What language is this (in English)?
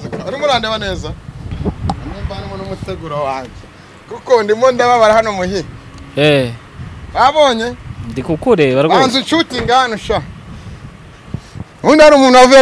Kinyarwanda